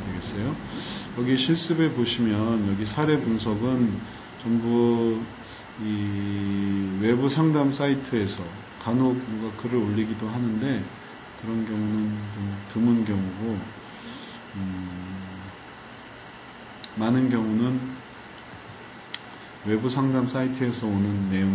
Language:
Korean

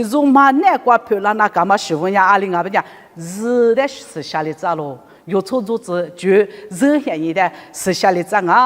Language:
Lisu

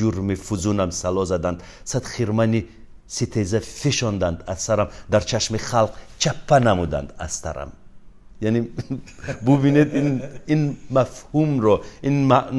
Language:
Tajik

